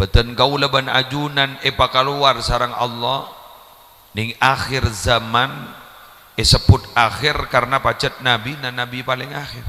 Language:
Madurese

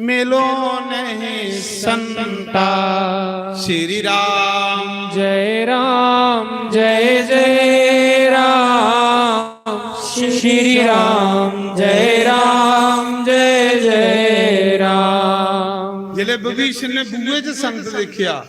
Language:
Dogri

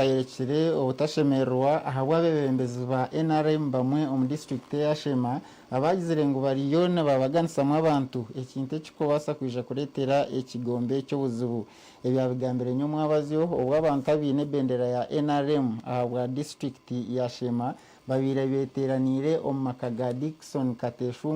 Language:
Nyankole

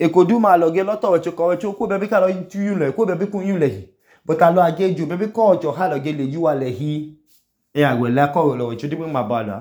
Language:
Idoma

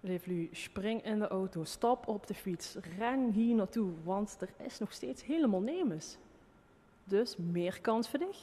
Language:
Limburgish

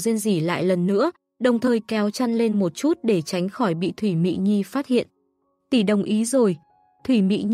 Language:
Vietnamese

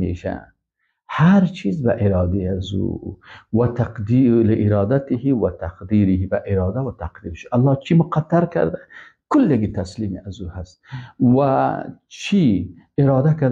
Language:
Persian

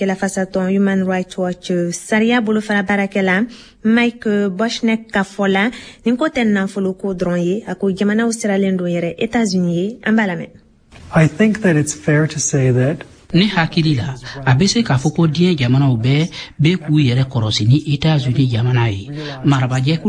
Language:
Bambara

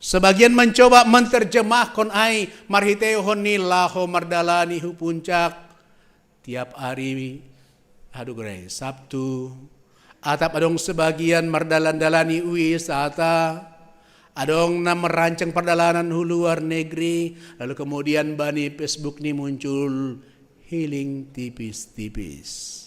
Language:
Batak Simalungun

